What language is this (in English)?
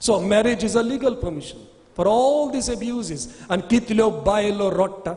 Konkani